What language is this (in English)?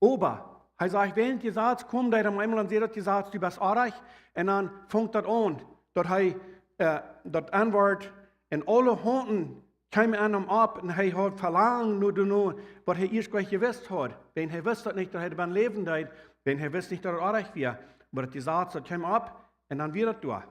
Plautdietsch